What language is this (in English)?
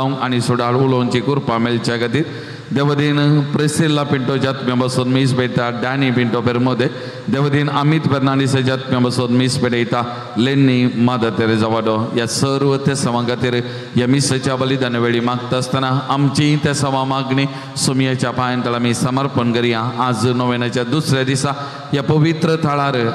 Konkani